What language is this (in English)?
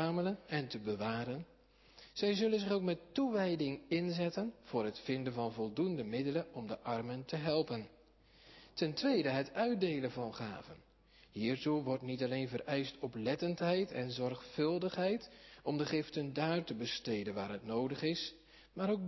Dutch